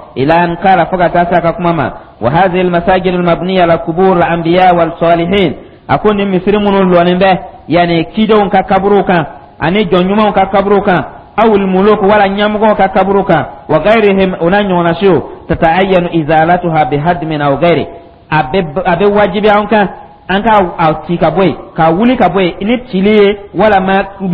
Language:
Dyula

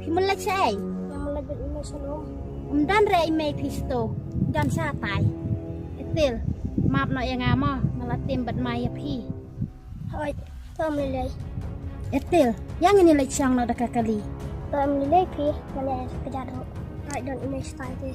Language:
Khasi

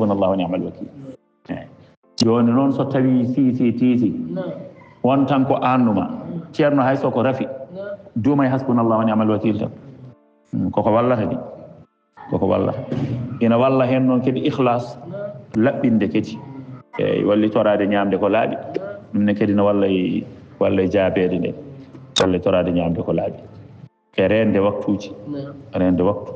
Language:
Fula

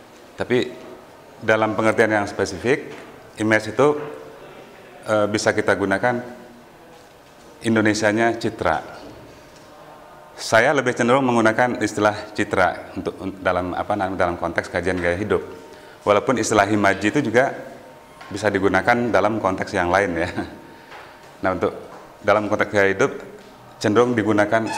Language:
Indonesian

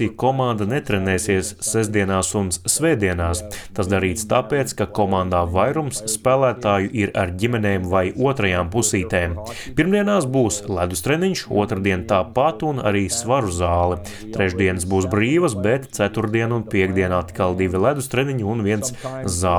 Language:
Latvian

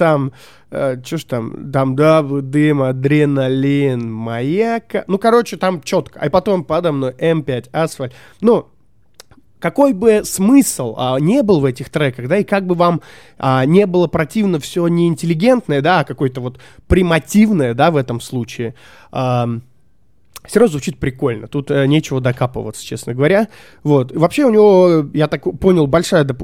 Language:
Russian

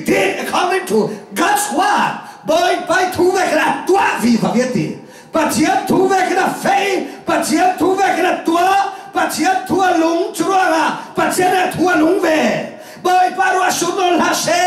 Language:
Falam Chin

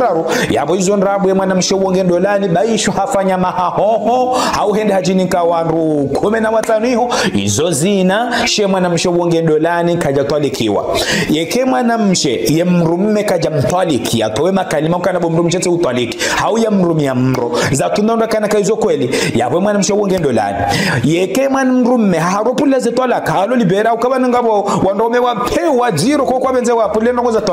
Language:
Ngazidja Comorian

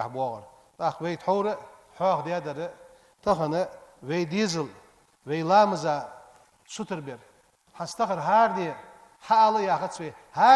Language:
Ingush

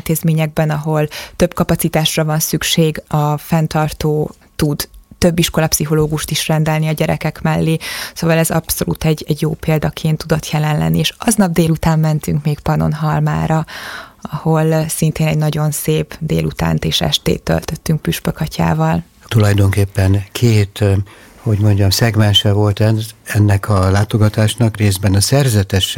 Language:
Hungarian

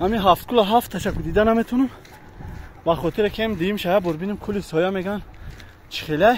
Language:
Tajik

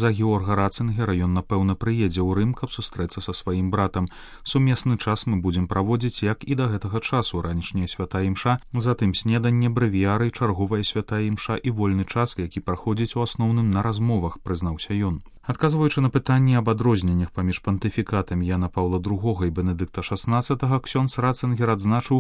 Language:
Belarusian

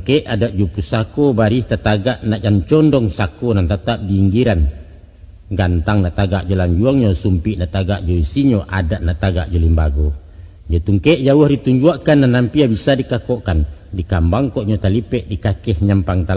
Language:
Minangkabau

